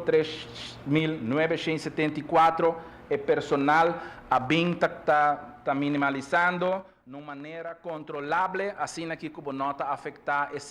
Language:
Papiamento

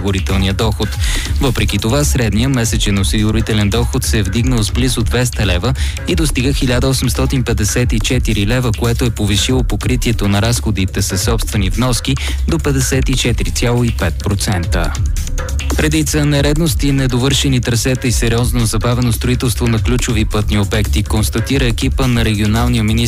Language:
Bulgarian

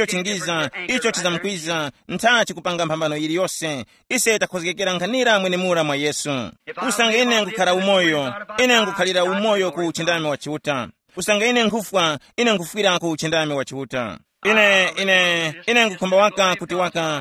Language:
Tumbuka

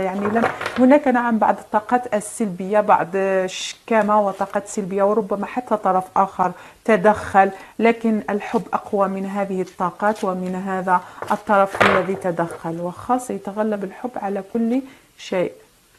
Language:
Arabic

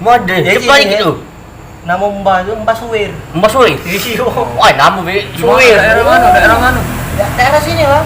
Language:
Musi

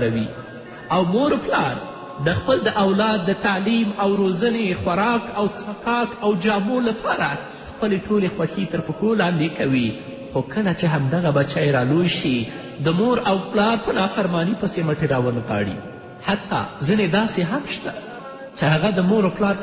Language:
Pashto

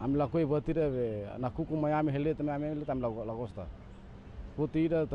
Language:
Tetum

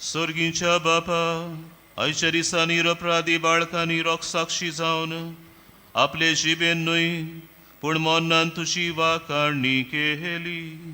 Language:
Konkani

